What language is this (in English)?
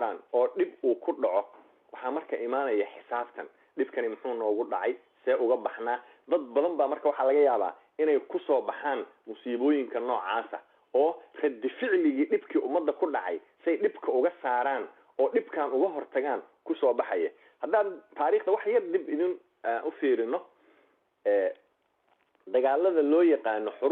Somali